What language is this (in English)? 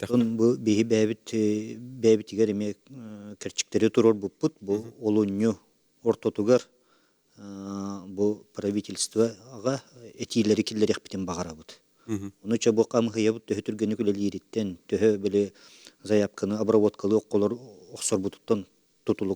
Yakut